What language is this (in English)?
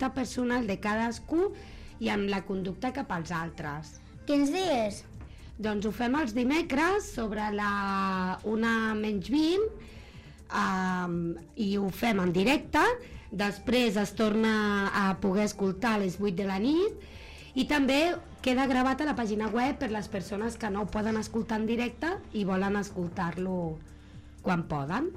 Catalan